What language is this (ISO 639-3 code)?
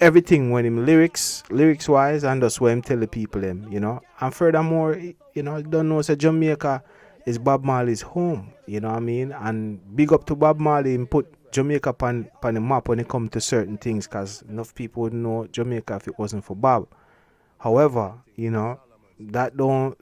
jam